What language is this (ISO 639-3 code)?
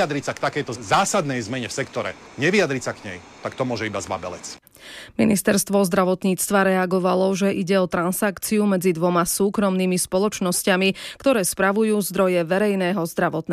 slk